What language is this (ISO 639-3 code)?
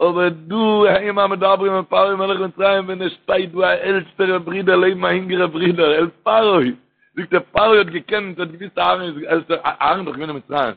yid